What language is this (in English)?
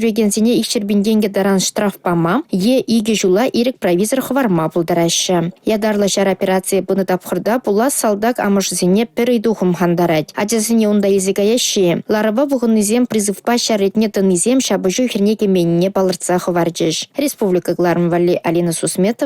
Chuvash